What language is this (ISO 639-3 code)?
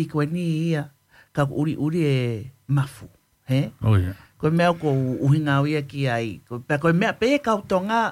ton